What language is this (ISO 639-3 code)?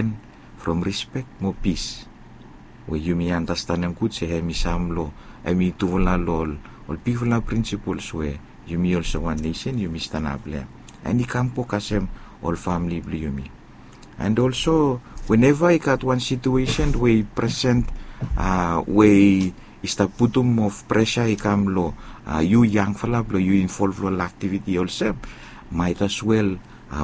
bis